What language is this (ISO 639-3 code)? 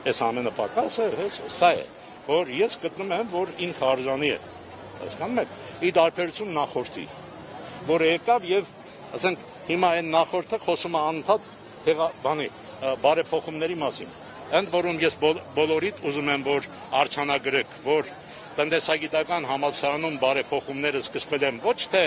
hye